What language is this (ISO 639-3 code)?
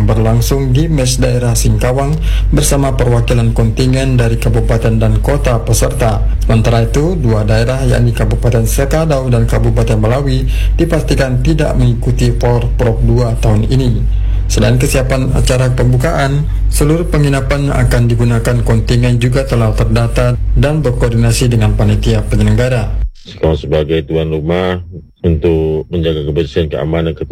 ind